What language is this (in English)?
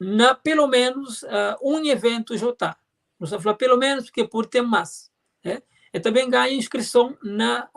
Kabuverdianu